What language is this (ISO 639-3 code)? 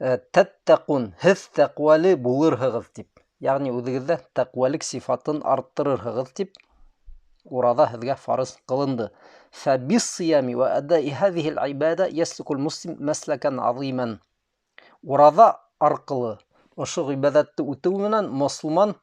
bak